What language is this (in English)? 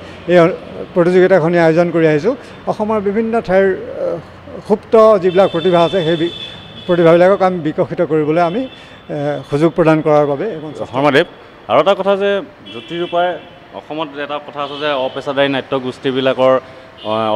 Assamese